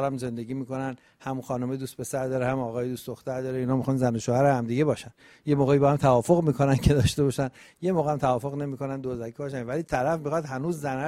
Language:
Persian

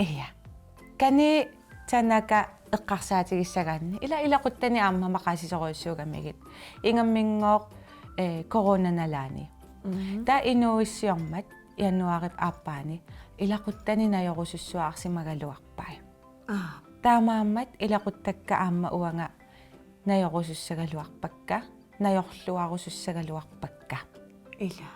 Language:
Kalaallisut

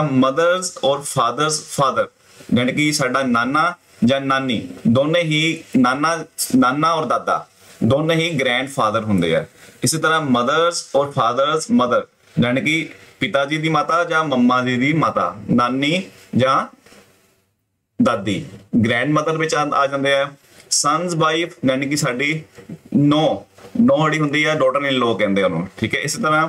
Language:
Punjabi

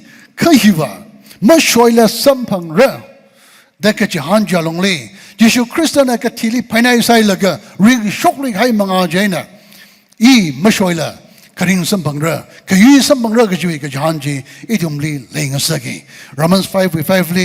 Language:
Tangkhul Naga (India)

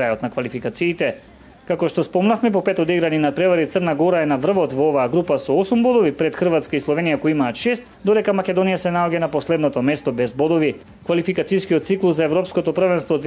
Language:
Macedonian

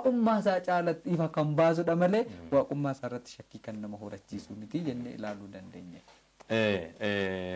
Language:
Oromo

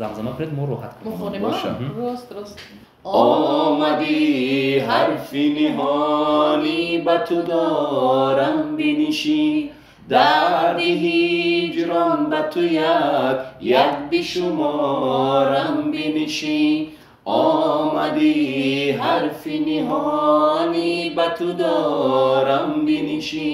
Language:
Tajik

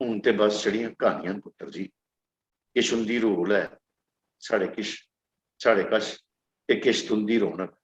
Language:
Dogri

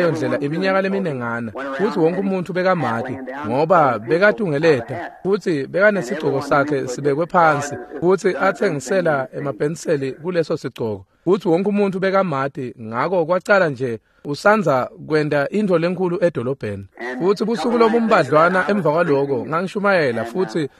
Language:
Swati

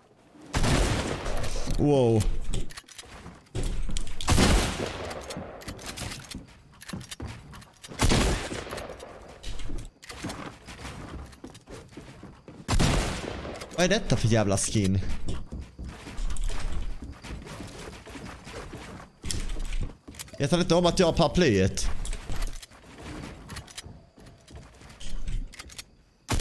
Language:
Swedish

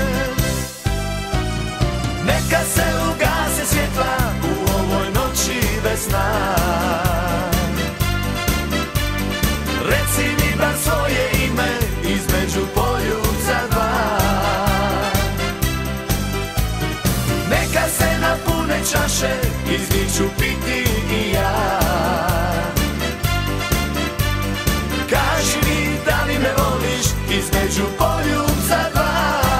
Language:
Croatian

